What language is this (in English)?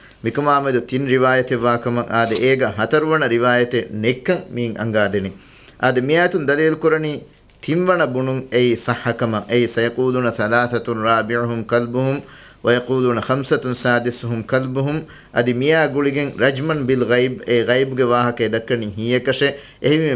Divehi